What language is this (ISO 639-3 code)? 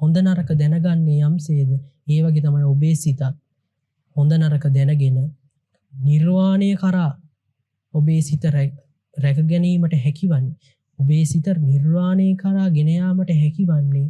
sin